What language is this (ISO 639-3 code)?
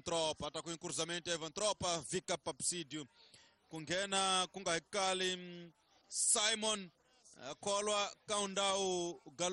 tso